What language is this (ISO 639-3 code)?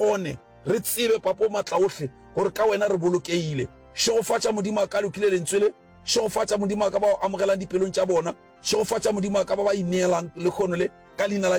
nso